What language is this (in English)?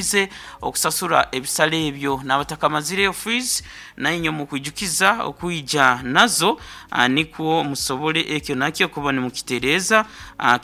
Nyoro